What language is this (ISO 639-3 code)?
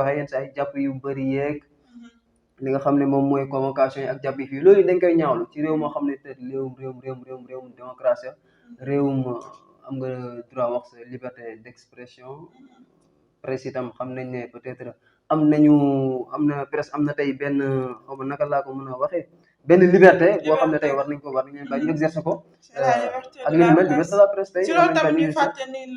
wol